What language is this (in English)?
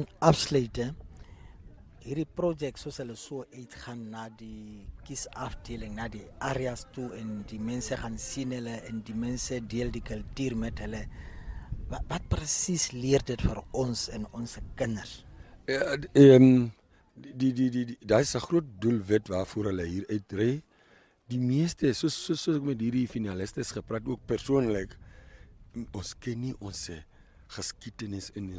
Afrikaans